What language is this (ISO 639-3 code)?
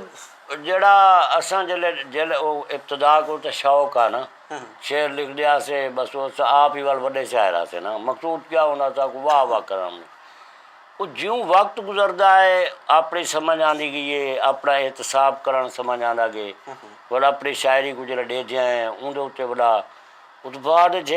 skr